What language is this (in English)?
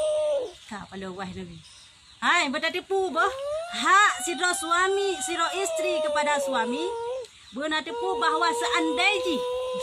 Achinese